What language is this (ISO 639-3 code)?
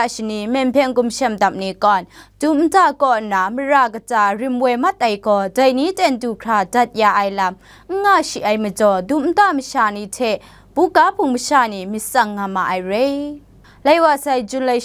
kac